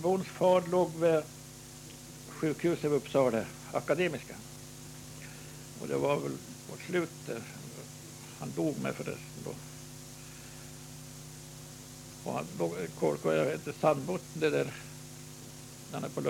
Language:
Swedish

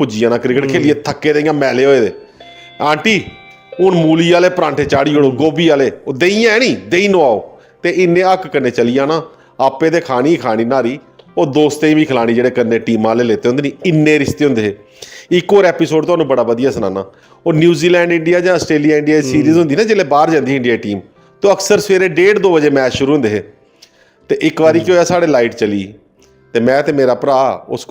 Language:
Dogri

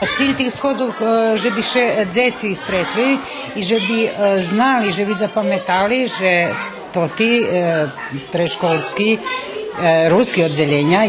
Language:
Rusyn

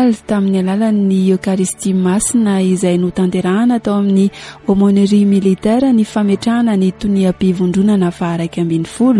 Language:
Malagasy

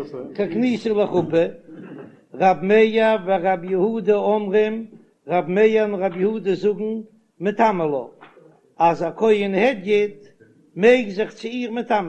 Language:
Yiddish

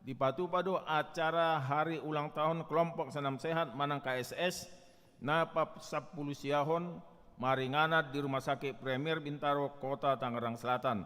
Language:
Batak Toba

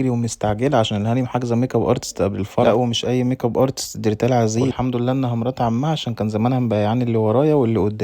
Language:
Egyptian Arabic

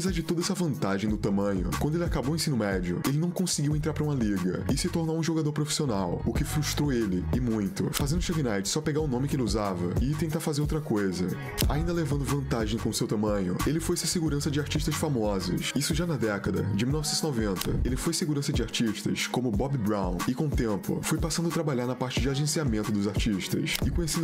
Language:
Portuguese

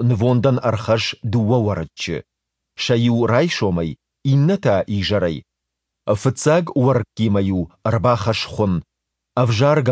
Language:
Ossetic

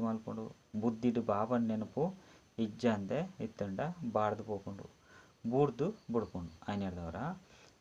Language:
Tulu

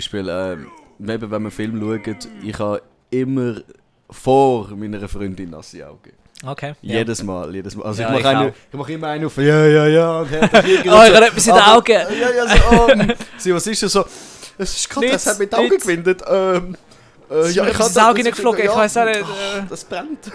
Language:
Swiss German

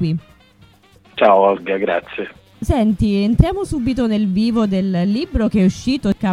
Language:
Italian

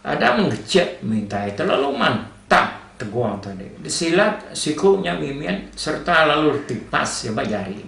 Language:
Iban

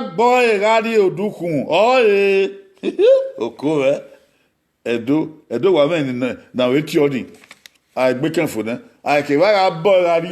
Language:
Bini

